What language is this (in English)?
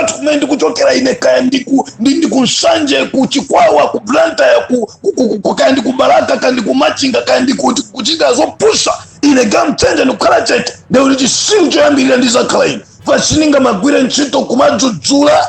Nyanja